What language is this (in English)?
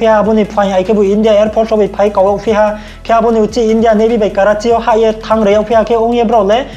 Riang (India)